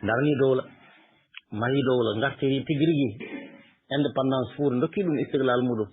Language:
Fula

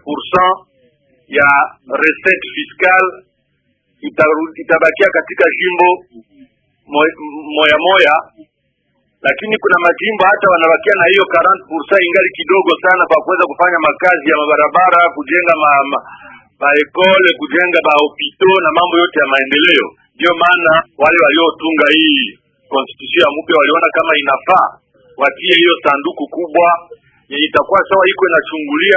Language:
Swahili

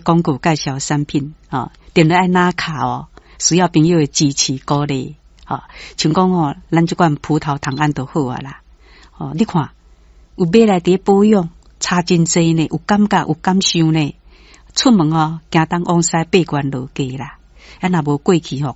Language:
Min Nan Chinese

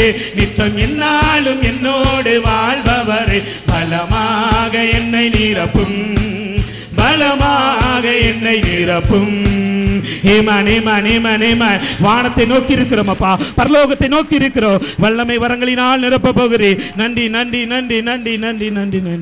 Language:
Tamil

